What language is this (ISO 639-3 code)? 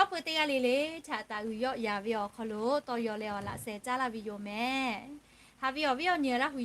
lhu